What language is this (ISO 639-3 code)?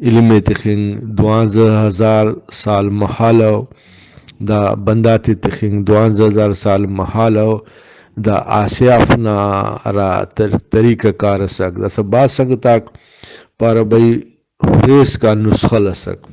brh